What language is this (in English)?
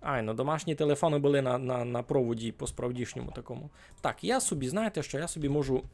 Rusyn